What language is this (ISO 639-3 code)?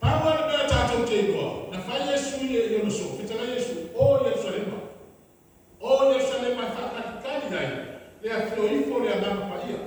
smo